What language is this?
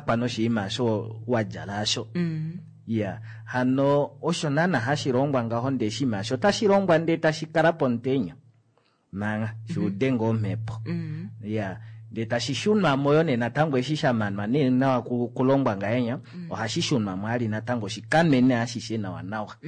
Kuanyama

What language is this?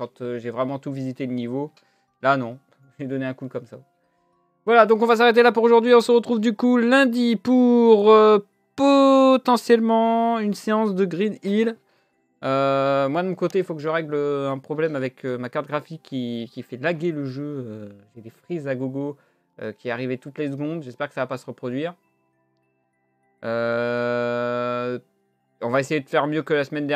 French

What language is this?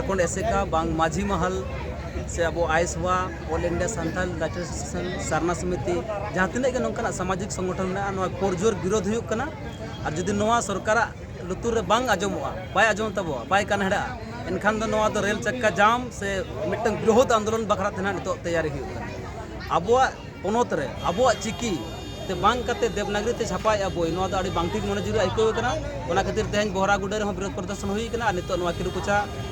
Santali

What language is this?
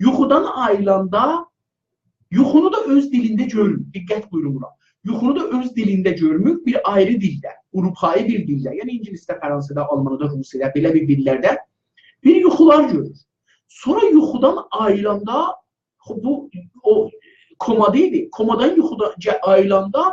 South Azerbaijani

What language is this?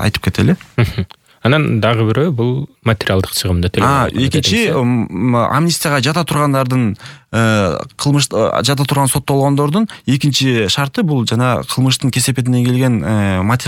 Kyrgyz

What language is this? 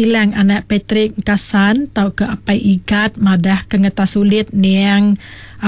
Iban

